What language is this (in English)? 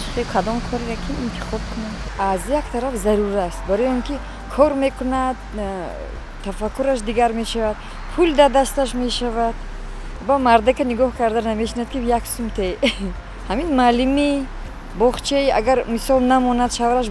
Tajik